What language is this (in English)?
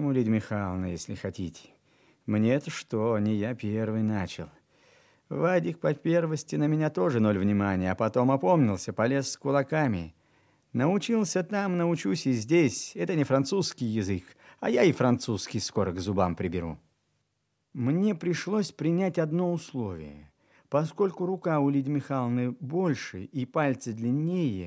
Russian